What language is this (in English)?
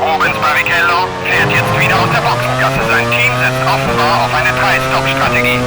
Bavarian